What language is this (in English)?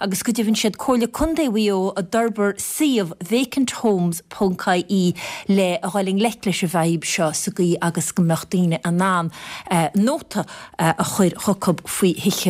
Irish